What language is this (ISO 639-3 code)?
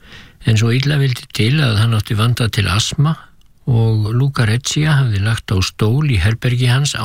isl